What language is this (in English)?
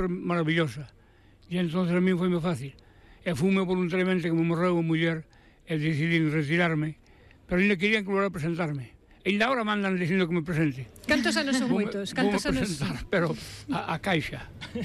Galician